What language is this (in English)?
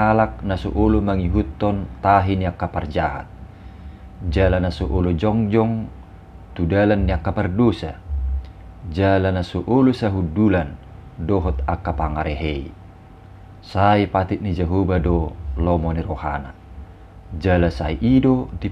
Batak Toba